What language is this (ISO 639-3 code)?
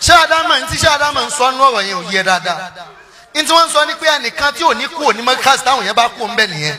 yor